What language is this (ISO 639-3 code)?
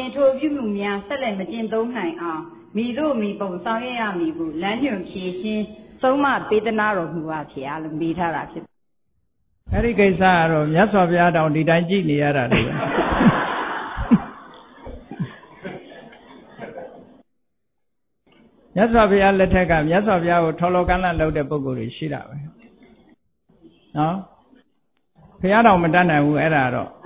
mya